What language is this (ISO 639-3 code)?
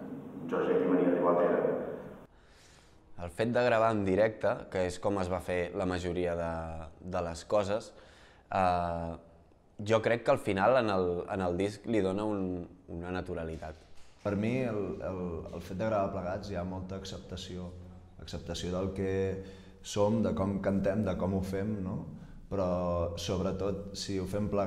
cat